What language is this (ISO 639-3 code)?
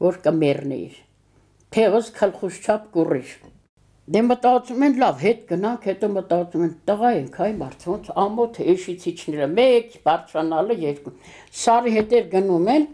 hye